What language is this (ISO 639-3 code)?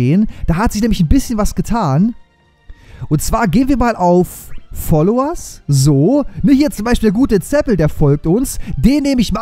deu